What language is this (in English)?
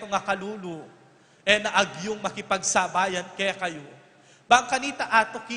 Pampanga